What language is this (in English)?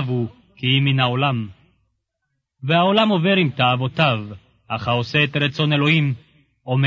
Hebrew